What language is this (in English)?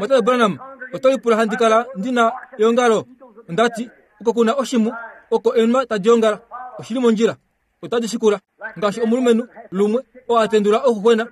Kuanyama